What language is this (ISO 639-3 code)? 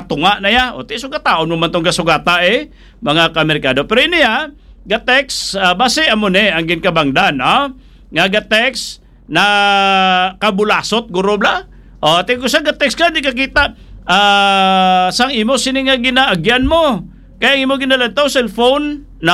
hil